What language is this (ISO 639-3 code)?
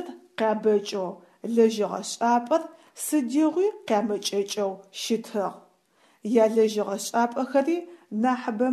ady